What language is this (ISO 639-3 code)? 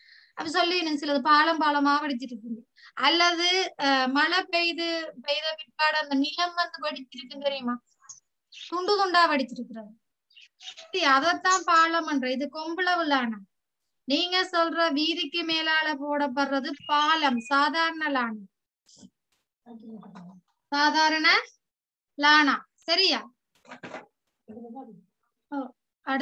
tam